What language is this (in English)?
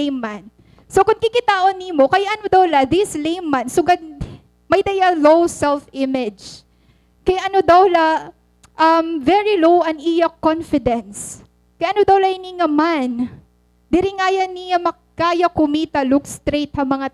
Waray